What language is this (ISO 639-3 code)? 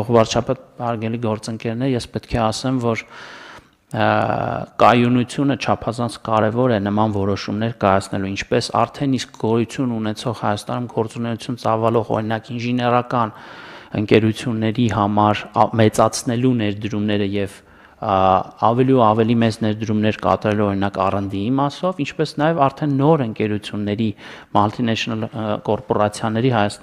hye